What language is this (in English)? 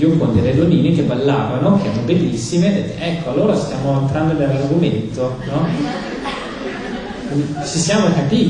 Italian